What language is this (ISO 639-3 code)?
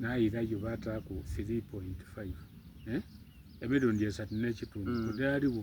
xog